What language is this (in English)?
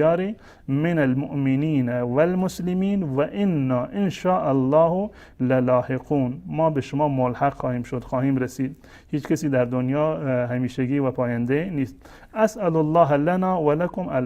Persian